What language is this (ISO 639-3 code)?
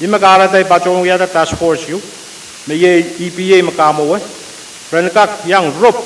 pon